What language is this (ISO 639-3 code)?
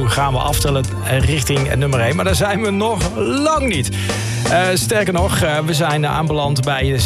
nld